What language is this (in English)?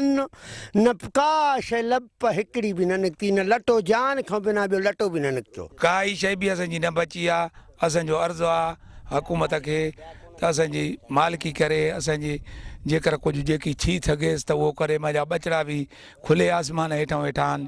Sindhi